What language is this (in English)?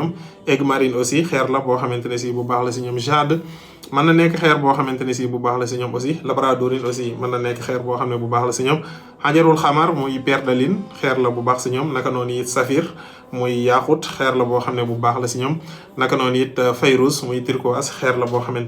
Wolof